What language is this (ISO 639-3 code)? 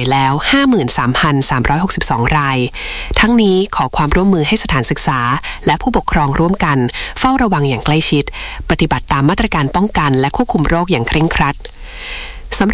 tha